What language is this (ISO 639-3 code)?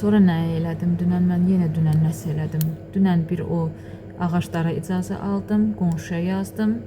aze